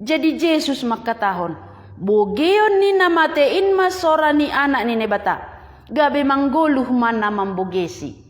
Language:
Batak Simalungun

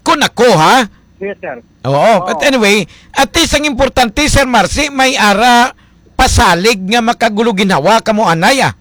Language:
Hiligaynon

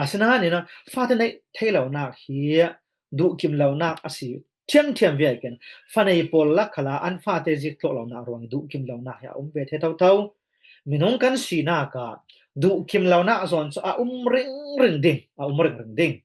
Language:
Falam Chin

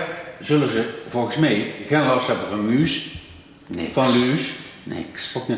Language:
Limburgish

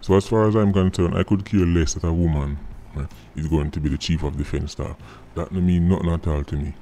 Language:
Jamaican Creole English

